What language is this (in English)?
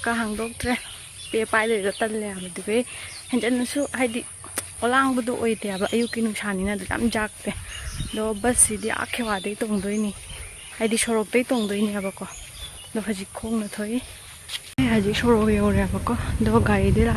Manipuri